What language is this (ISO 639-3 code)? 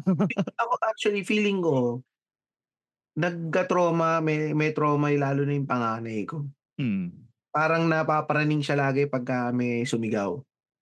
fil